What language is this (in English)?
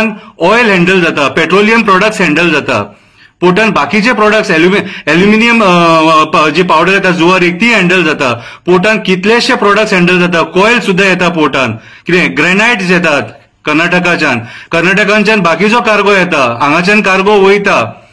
Konkani